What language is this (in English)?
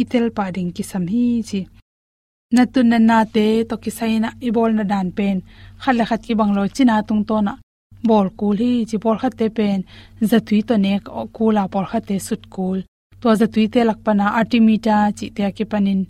Tedim Chin